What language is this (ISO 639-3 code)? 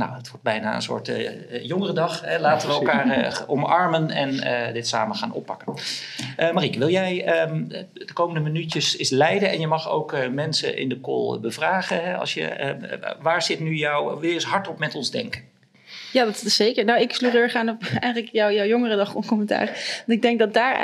nld